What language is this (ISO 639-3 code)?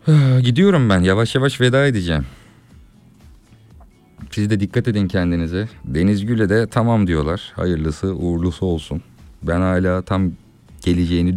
tur